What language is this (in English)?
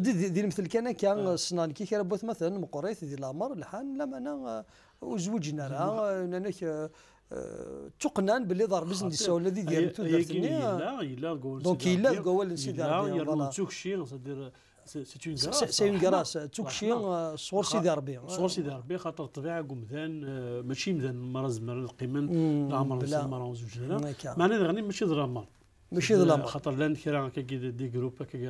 Kabyle